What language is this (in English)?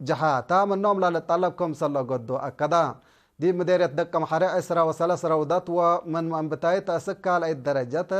Tigre